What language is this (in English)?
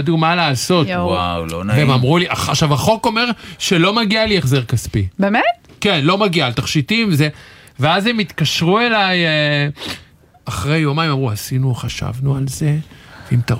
Hebrew